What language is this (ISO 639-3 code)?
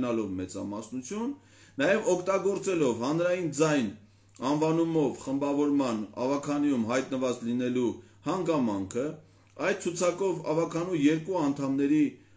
hye